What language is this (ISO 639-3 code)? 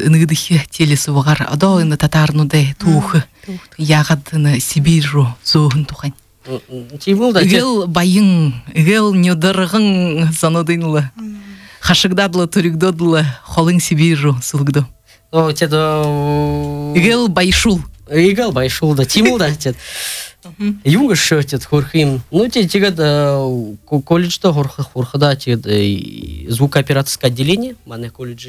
bua